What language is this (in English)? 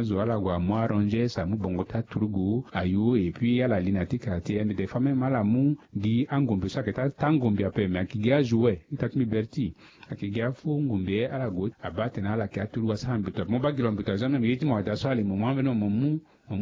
Sango